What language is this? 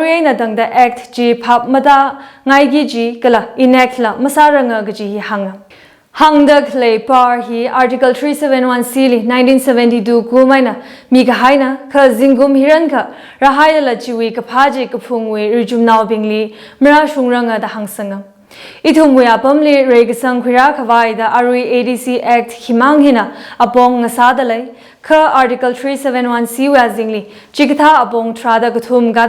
Tangkhul Naga (India)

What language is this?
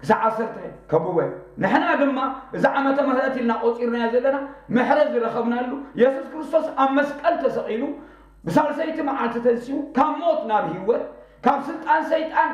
Tigrinya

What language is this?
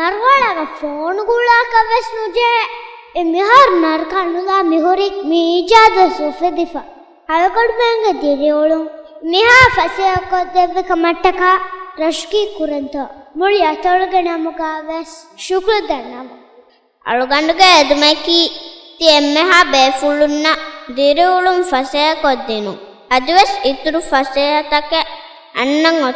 Divehi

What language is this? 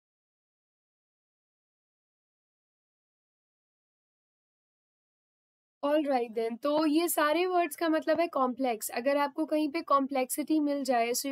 Hindi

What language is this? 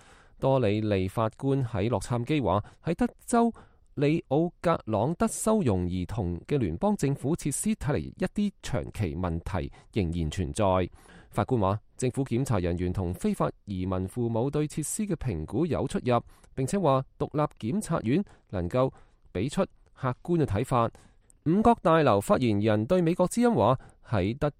Cantonese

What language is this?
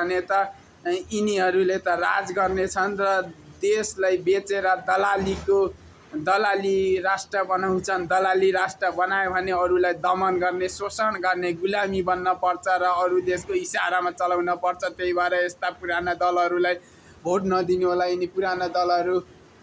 Nepali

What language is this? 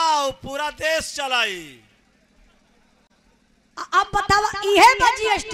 Bhojpuri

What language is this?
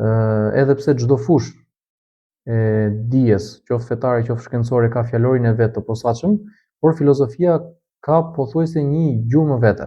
Albanian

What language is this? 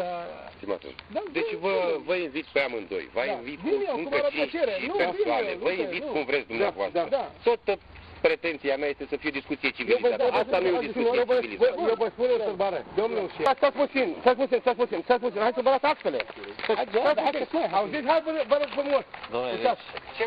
Romanian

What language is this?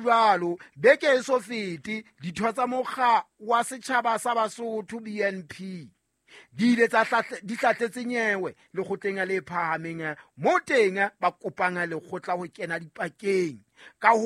Southern Sotho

